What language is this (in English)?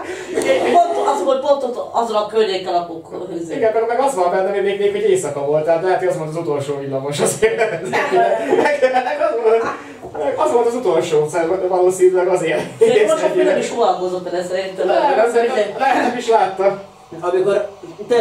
Hungarian